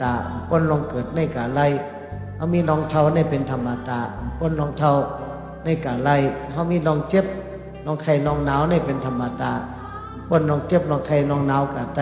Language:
Shan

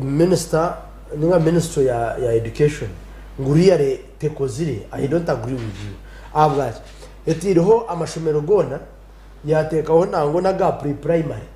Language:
Nyankole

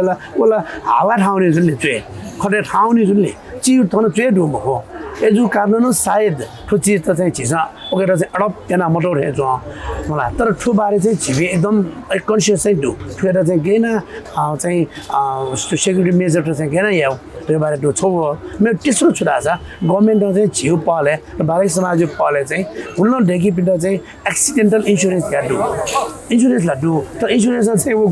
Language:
Newari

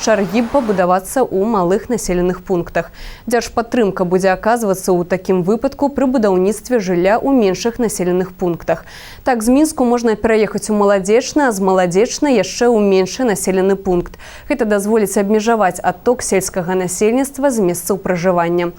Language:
Belarusian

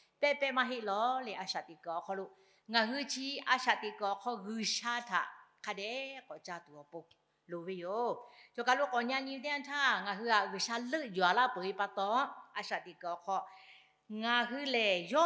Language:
Lahu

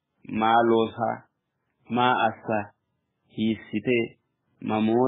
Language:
Sidamo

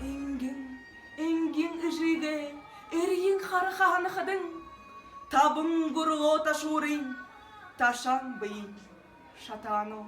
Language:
Buriat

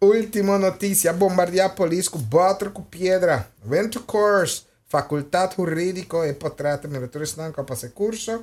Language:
Papiamento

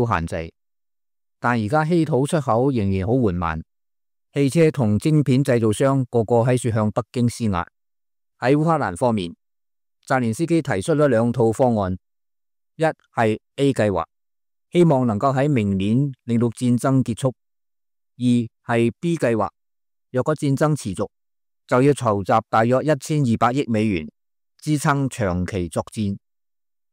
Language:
Cantonese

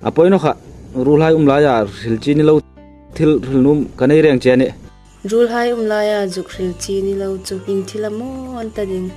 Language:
Hmar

